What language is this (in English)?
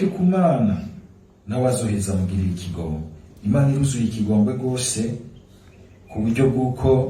Rundi